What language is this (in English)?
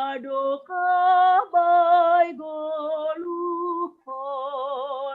Batak Simalungun